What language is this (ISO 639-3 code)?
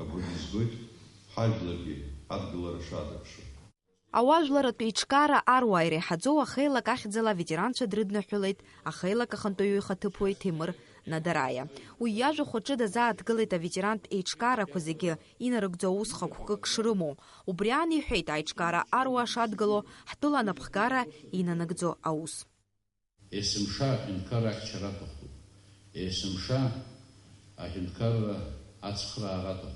abk